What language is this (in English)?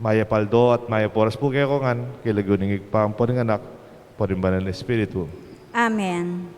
Pampanga